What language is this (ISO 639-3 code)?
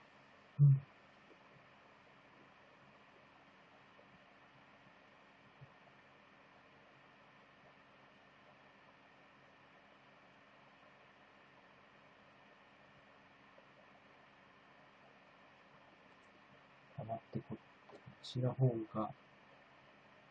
jpn